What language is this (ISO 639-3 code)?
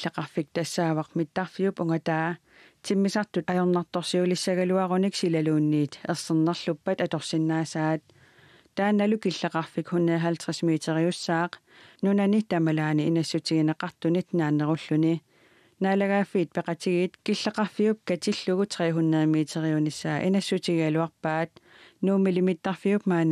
kal